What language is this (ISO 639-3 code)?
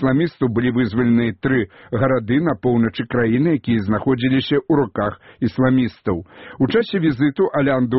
bel